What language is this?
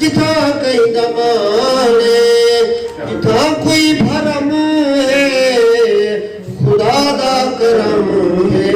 Saraiki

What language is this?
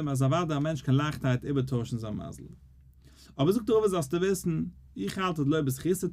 Yiddish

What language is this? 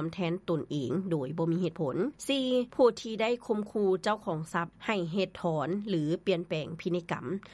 Lao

